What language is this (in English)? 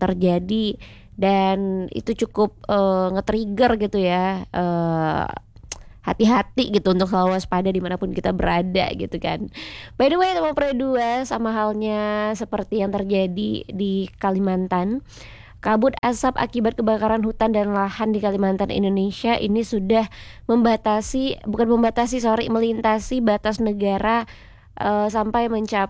Indonesian